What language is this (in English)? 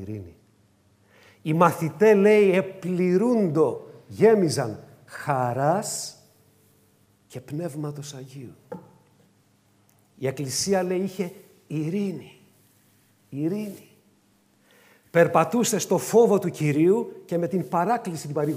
Greek